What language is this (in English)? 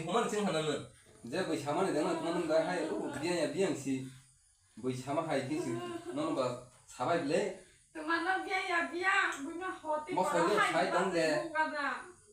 Kok Borok